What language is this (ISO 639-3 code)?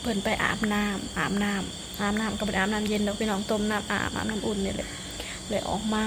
lao